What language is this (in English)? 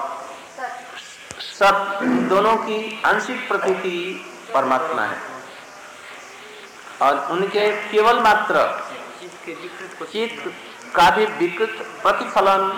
Hindi